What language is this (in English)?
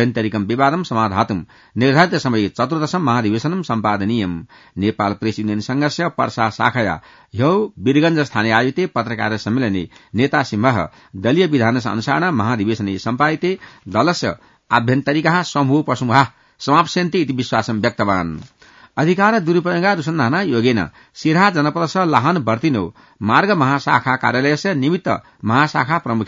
Sanskrit